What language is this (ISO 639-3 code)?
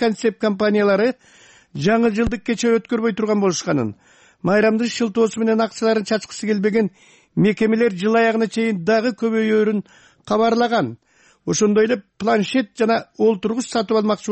kir